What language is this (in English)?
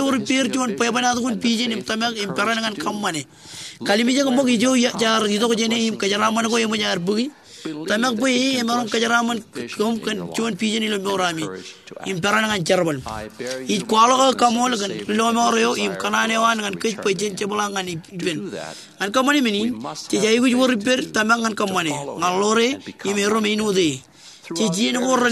Marshallese